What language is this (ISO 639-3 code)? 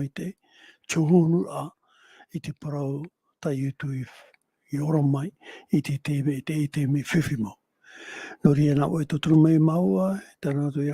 tah